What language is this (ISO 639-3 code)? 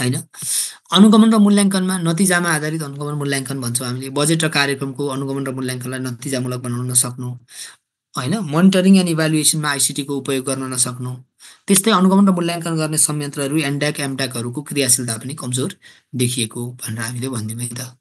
nep